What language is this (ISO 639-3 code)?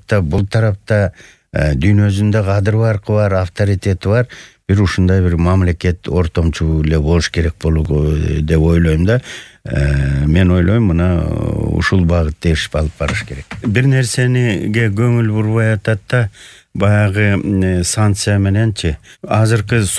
kir